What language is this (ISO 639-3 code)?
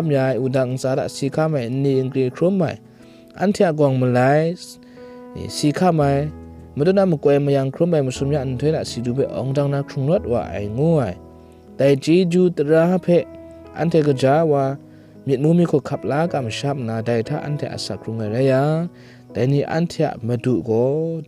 kac